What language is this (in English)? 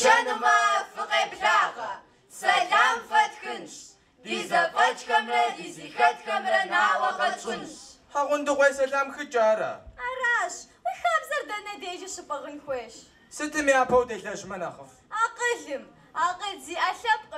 Kabardian